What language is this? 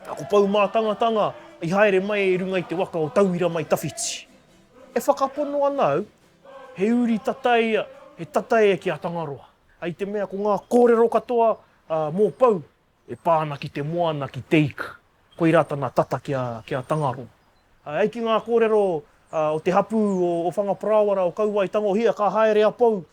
Māori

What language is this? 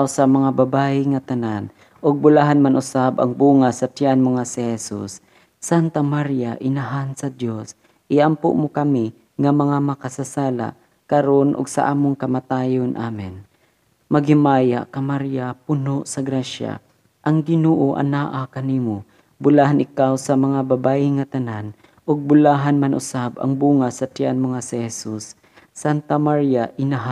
Cebuano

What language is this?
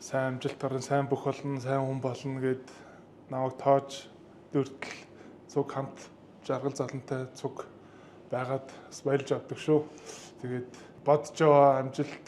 Mongolian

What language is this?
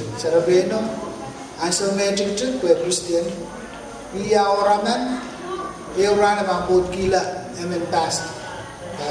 Pohnpeian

